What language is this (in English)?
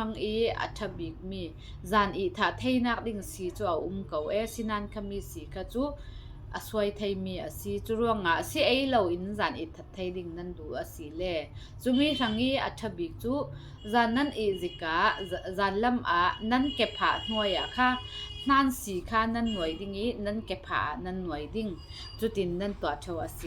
Falam Chin